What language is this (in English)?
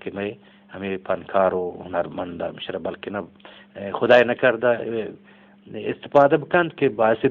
Eastern Balochi